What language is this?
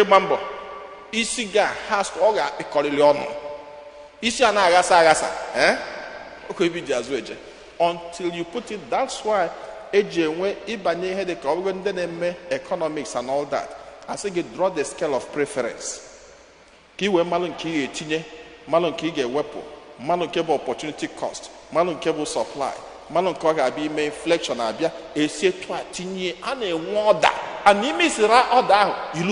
Igbo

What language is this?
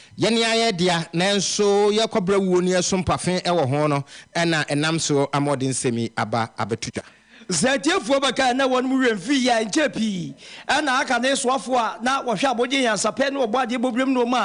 Akan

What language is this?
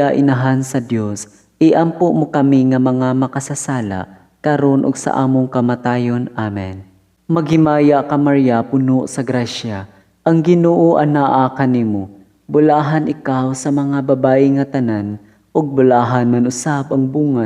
Cebuano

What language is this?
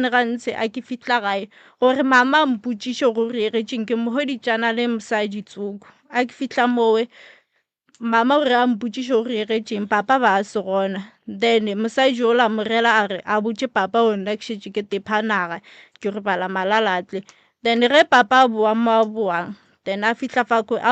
Northern Sotho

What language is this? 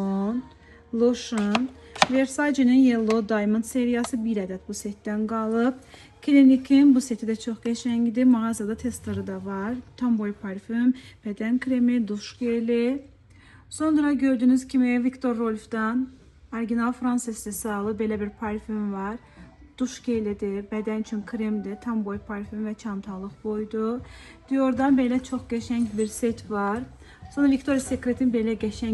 Azerbaijani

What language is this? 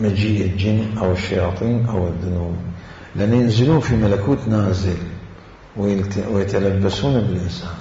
Mesopotamian Arabic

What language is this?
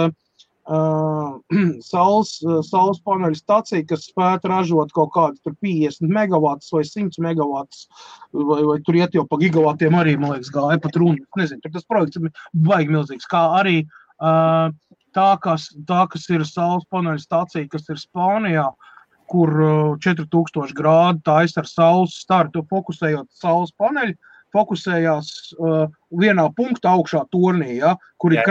Latvian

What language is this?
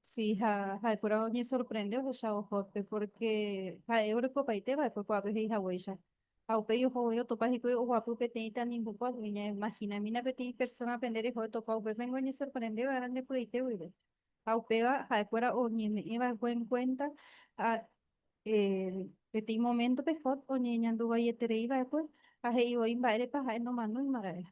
Guarani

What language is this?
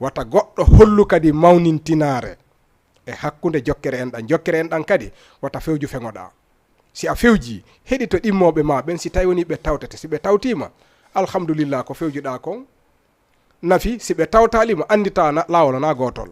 Fula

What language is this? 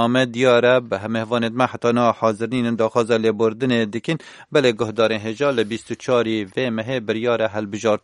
Kurdish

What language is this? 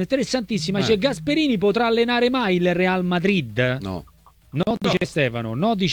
Italian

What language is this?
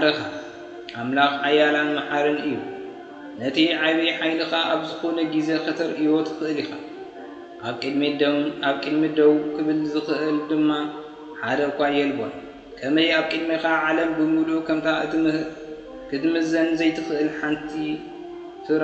Tigrinya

